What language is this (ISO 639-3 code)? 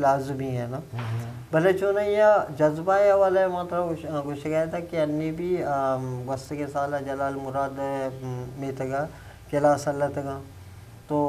bgp